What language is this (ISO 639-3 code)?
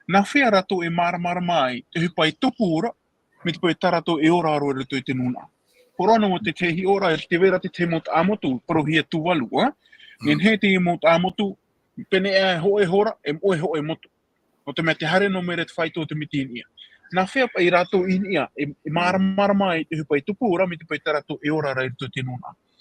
tah